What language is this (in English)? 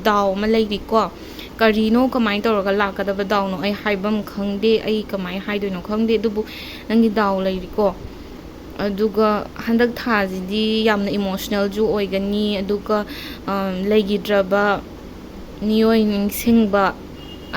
Manipuri